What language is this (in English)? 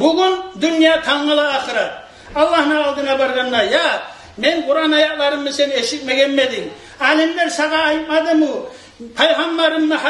Kumyk